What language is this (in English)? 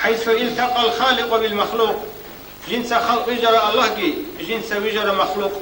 Avaric